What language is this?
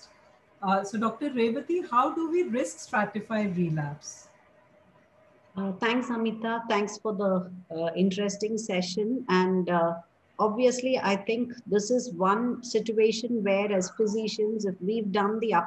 English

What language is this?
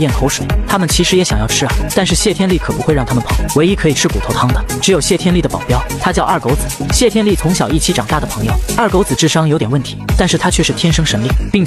Chinese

